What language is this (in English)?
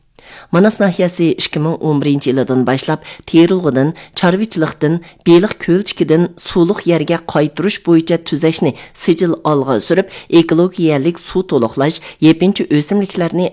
Uyghur